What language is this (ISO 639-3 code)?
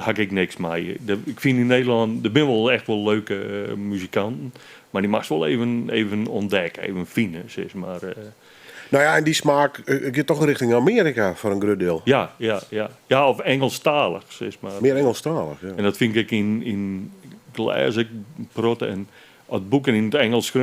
fry